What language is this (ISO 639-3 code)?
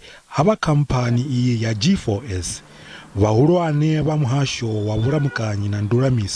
ven